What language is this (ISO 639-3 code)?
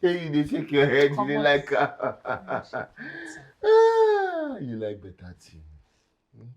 pcm